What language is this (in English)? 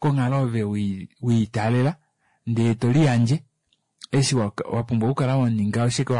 Kuanyama